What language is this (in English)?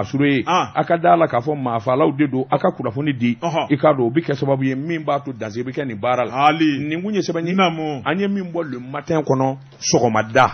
Bambara